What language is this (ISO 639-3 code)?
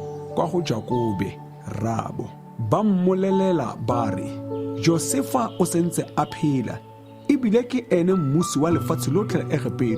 tsn